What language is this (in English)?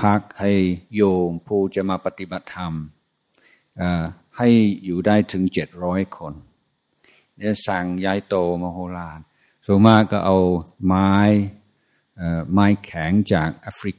Thai